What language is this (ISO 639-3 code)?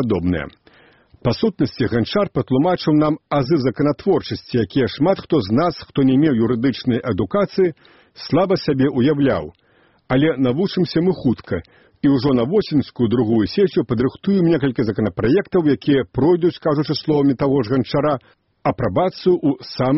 bel